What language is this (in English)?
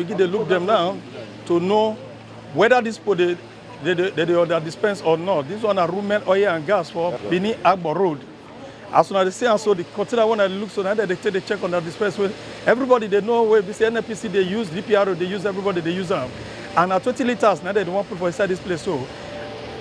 Nigerian Pidgin